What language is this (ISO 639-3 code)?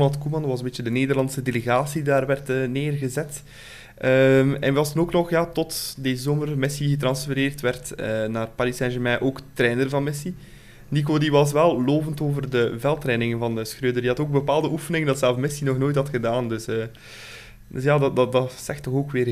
nld